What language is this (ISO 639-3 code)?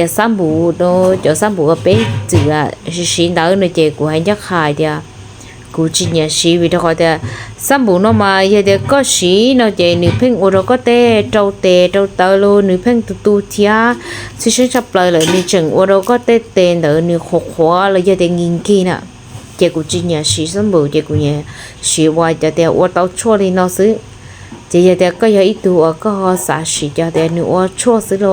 hmn